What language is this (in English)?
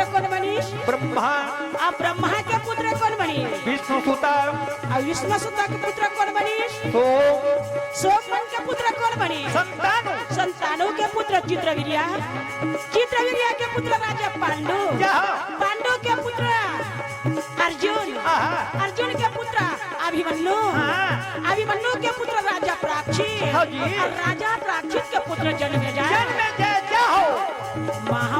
Chhattisgarhi